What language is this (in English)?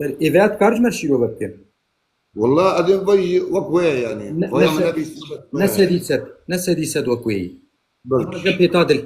Kurdish